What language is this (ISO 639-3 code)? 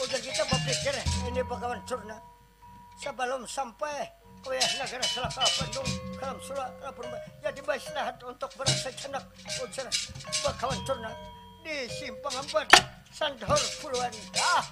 bjn